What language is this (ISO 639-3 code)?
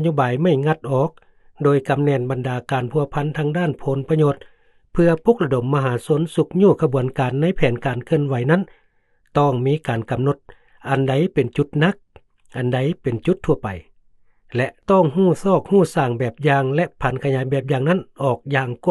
lao